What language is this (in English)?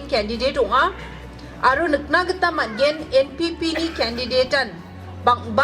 Garo